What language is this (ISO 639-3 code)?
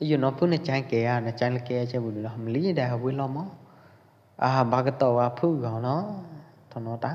kjp